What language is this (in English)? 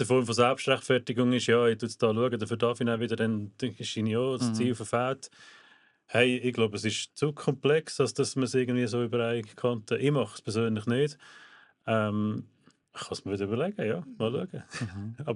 Swiss German